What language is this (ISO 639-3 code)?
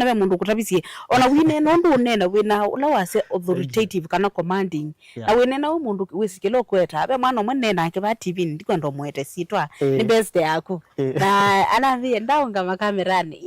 kam